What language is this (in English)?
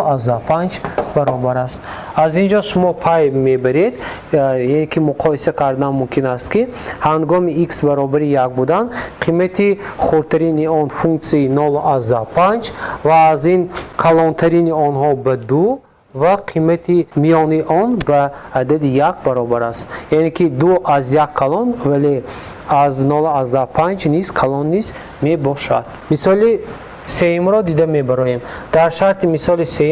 Tajik